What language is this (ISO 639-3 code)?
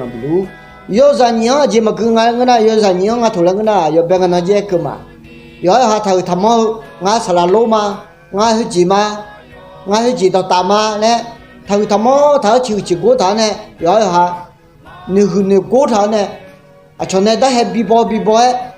ahk